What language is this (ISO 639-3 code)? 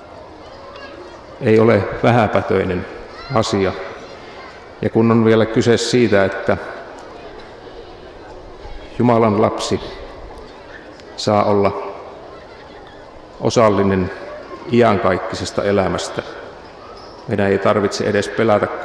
fin